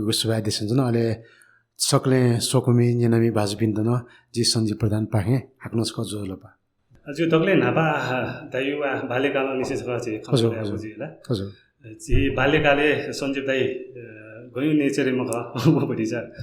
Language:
Newari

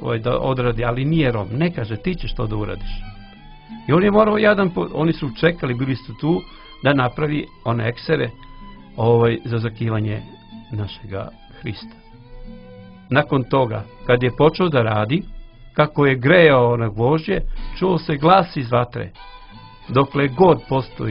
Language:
Serbian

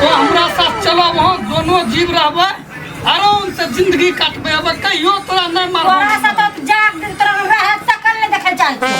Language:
Maithili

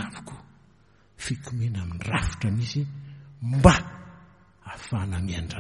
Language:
Malagasy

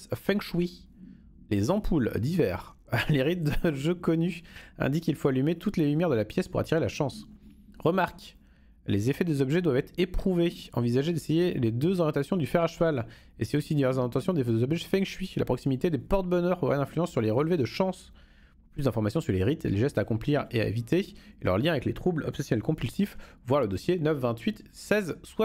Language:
French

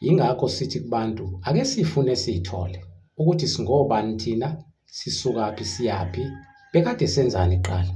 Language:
Zulu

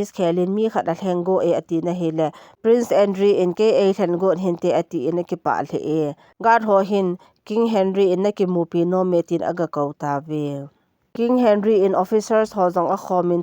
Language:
Thado Chin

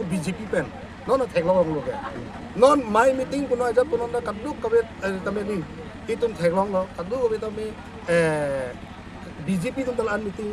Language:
Karbi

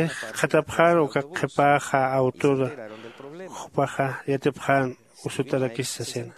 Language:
Aymara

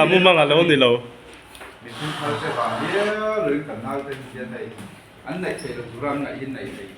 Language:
Mizo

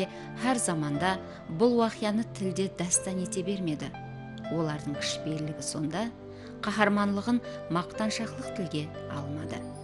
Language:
Kara-Kalpak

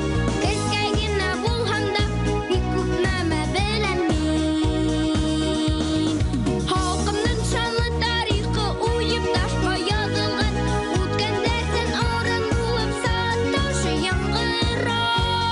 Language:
Bashkir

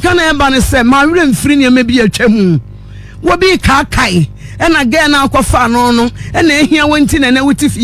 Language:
Akan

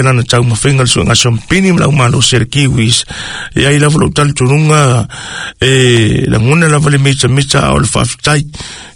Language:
Samoan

